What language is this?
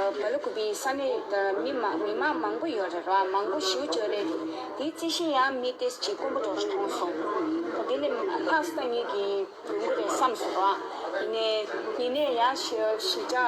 Tibetan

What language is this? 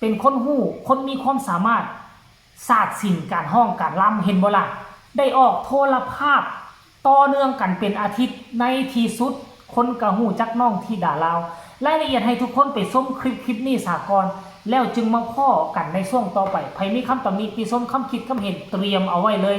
Lao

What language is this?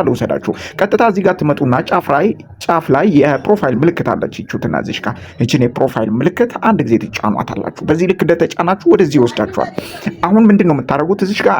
Amharic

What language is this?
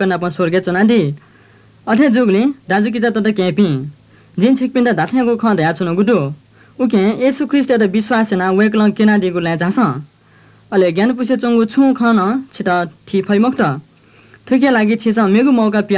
Newari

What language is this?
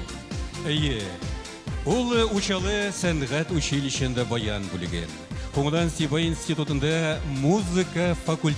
Bashkir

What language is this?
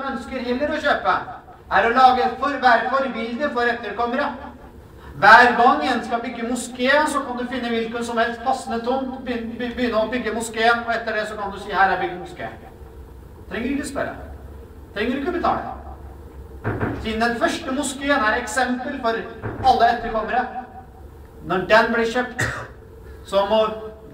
Norwegian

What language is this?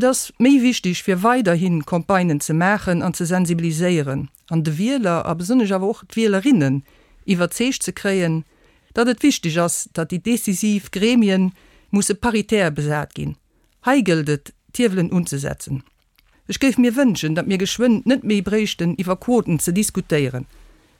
Luxembourgish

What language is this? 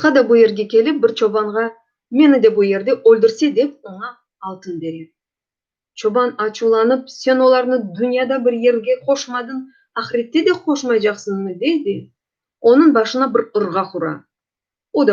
Crimean Tatar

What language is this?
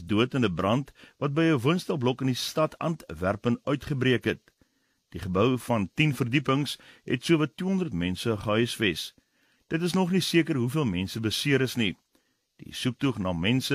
Afrikaans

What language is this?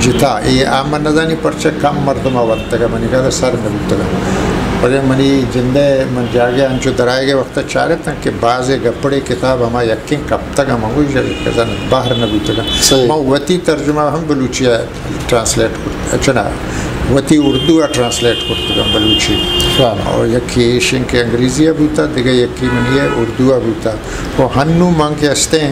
Eastern Balochi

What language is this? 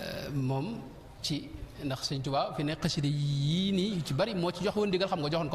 Wolof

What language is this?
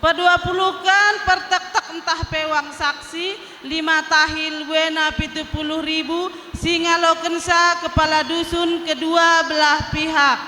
Batak Karo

